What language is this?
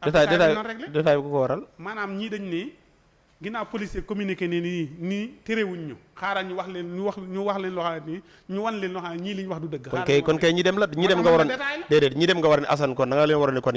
Wolof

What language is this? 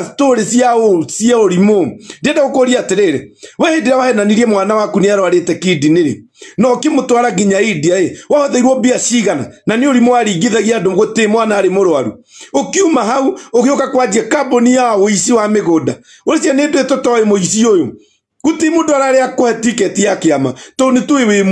Kikuyu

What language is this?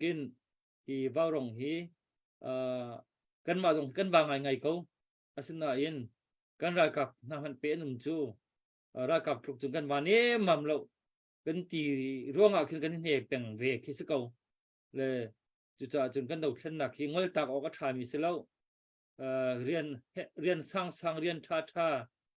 Hakha Chin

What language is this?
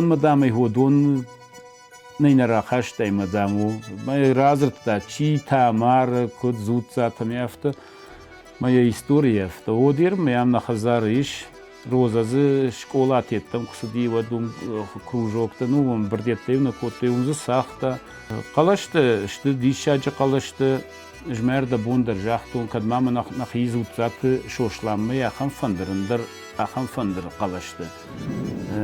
Ossetic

